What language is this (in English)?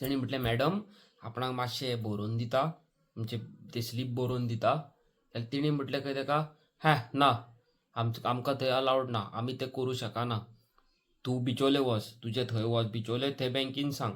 Konkani